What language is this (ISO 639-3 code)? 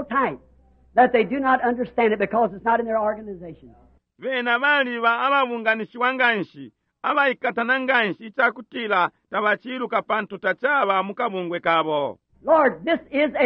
bem